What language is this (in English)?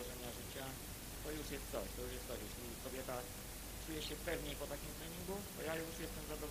Polish